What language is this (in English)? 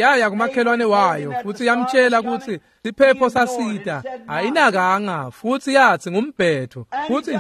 Swati